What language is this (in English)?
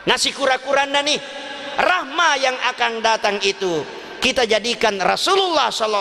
Buginese